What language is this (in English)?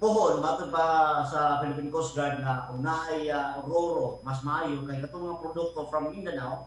Cebuano